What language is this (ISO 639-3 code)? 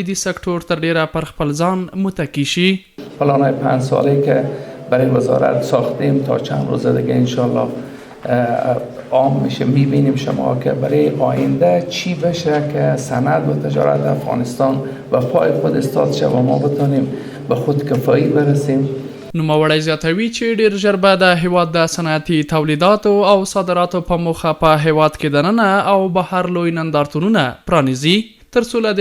pus